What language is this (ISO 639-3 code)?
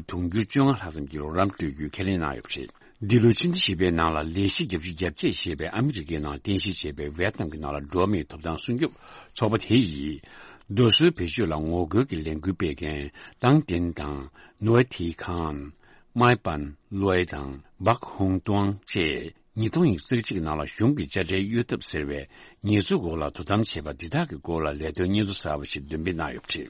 bod